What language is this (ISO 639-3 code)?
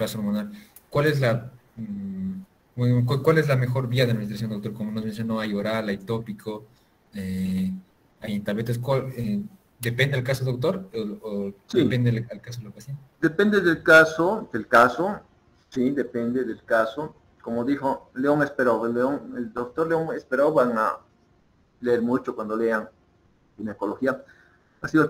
spa